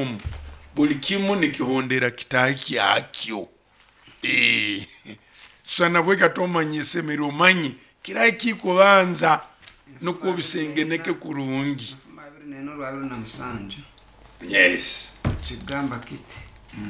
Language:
Nyoro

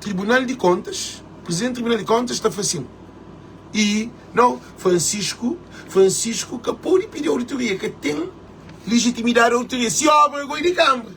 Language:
Kabuverdianu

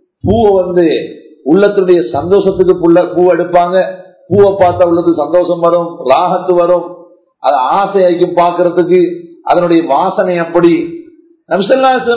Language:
Tamil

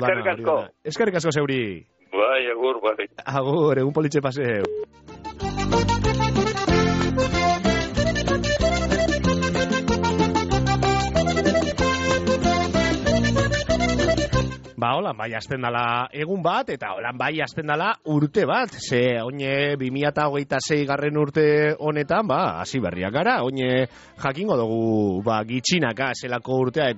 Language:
Basque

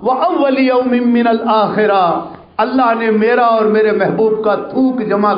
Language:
Urdu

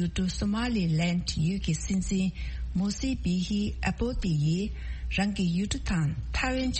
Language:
Tibetan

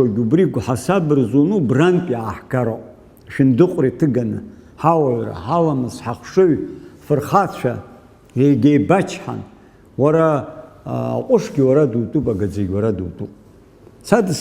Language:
Abkhazian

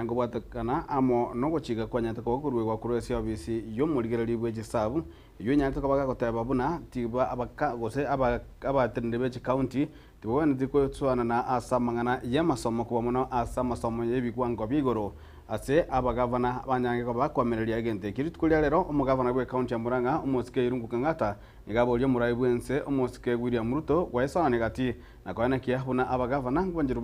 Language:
Gusii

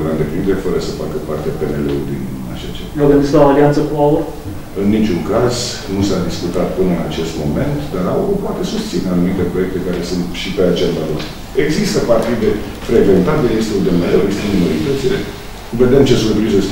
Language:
Romanian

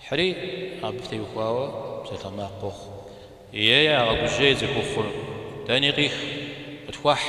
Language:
Kabardian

